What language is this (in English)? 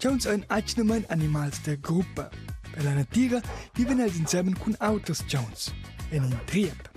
Romansh